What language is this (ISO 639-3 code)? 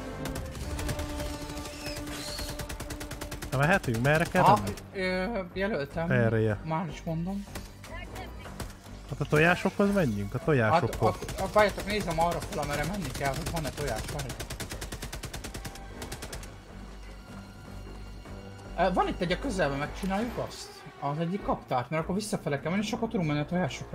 hun